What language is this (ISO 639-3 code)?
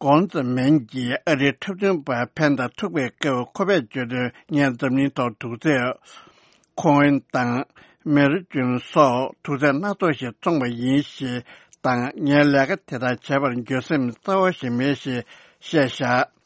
bod